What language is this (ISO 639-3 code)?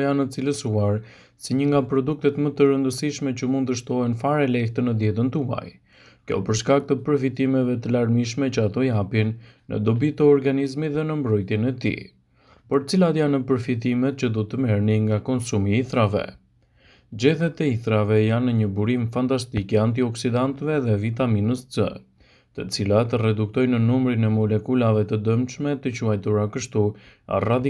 sqi